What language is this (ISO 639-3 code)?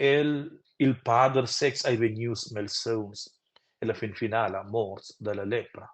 roh